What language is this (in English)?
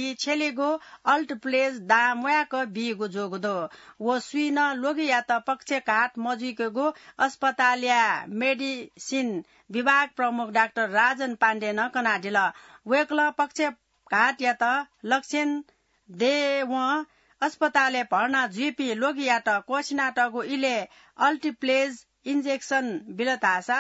Newari